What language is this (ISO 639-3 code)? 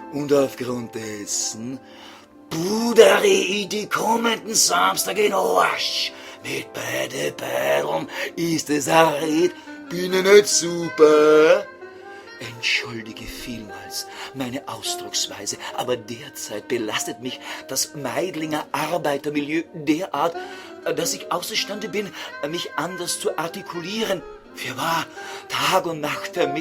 bar